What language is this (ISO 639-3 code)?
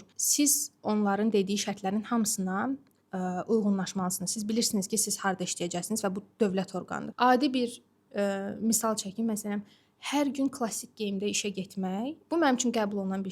aze